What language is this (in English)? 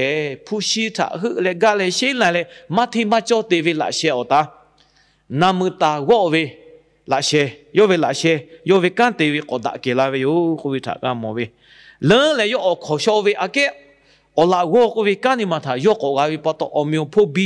Lahu